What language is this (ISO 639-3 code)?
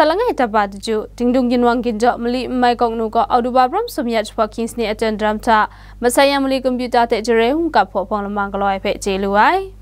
kac